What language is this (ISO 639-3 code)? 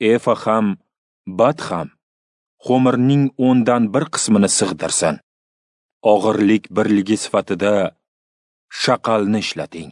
uzb